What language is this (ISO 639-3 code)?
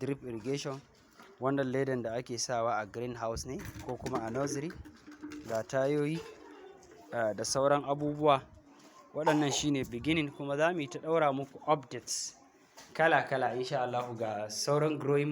hau